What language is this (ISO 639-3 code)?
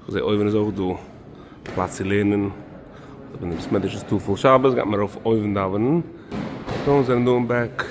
yid